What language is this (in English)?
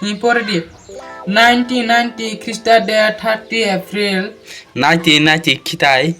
Kok Borok